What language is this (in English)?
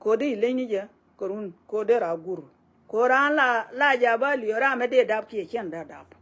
Nuer